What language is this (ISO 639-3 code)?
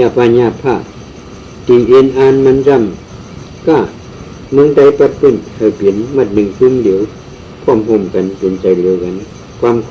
shn